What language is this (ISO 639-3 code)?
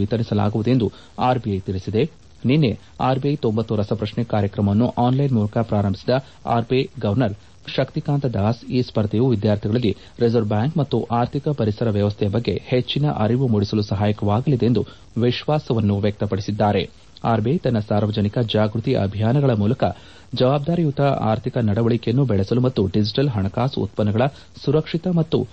kan